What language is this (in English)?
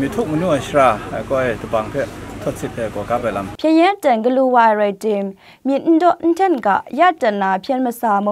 Kachin